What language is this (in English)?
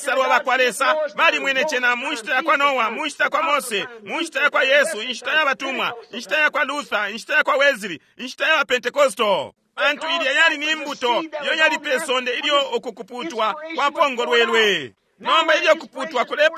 Bemba